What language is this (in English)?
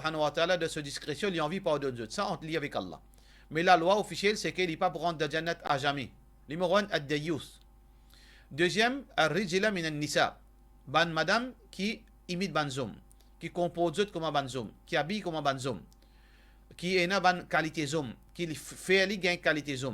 Morisyen